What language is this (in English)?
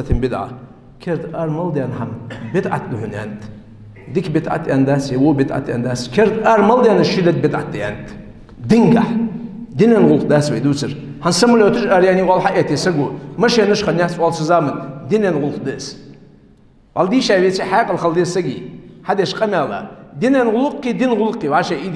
Ingush